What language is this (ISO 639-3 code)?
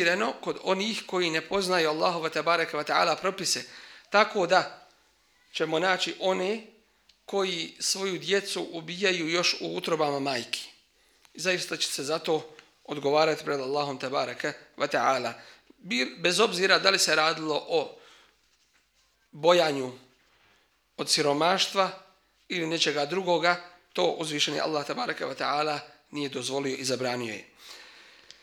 bos